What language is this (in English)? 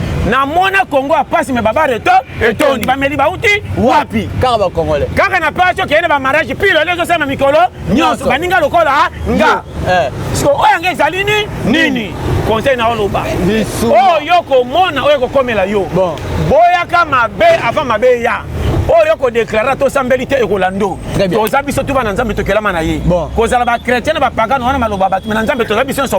Lingala